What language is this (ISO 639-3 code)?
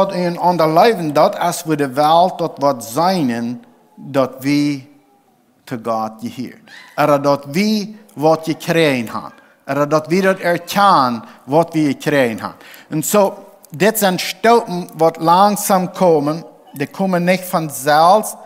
pdt